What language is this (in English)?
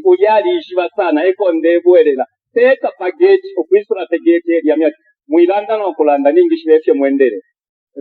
Bemba